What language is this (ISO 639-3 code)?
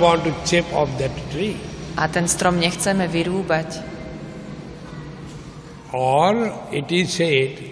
slk